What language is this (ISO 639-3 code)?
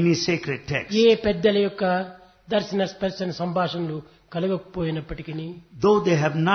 tel